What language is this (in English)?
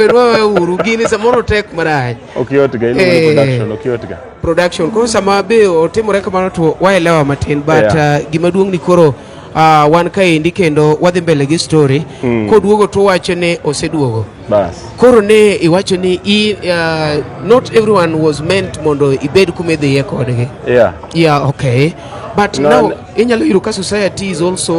Luo (Kenya and Tanzania)